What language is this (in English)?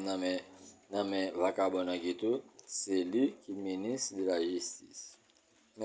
Haitian Creole